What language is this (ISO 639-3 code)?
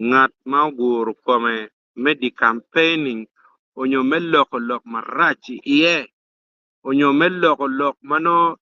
ach